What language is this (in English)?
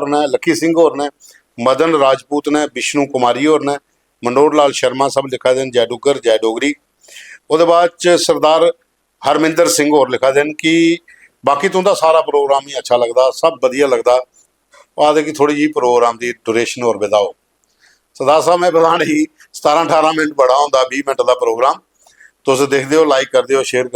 Dogri